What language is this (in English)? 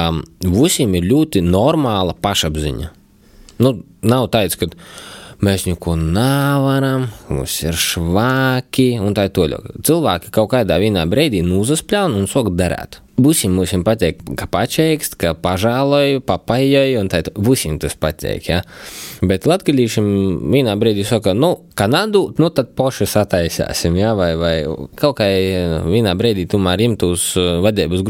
Latvian